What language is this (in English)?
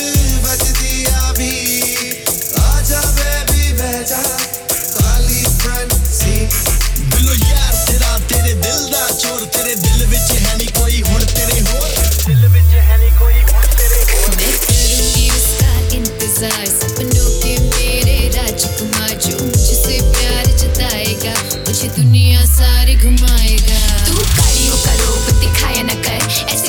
Punjabi